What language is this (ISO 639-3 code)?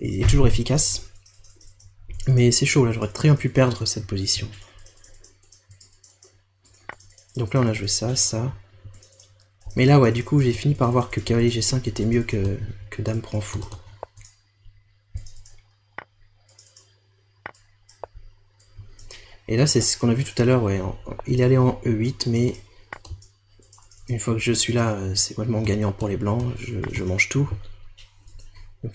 fra